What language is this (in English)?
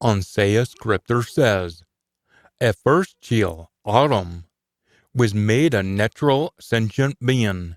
Scots